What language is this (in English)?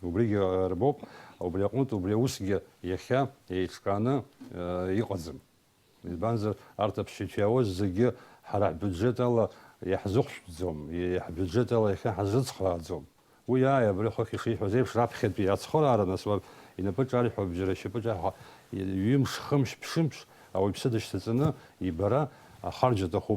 Abkhazian